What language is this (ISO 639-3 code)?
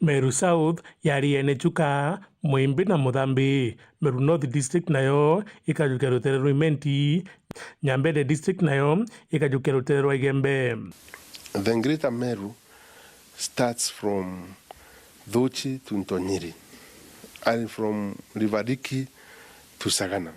mer